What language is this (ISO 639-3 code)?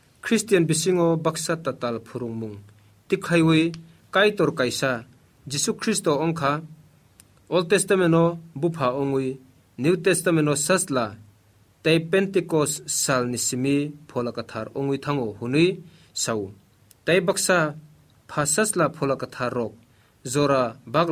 trp